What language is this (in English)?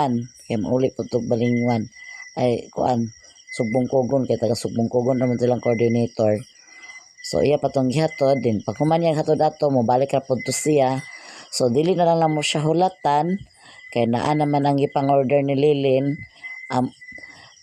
Cebuano